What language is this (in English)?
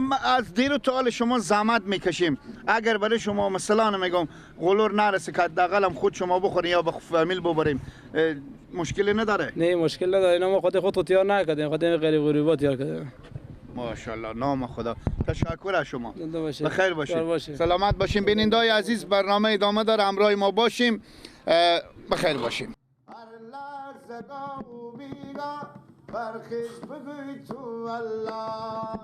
Persian